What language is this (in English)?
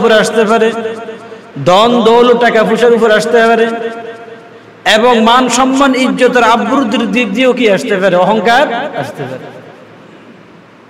Bangla